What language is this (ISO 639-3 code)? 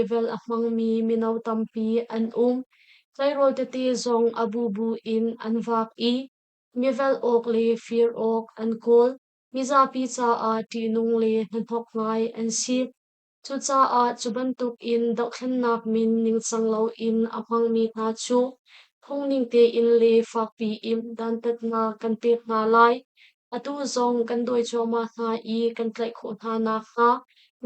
cnh